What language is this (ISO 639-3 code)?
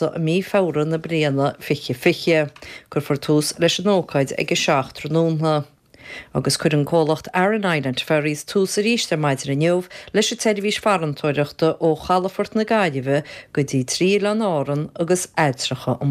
gle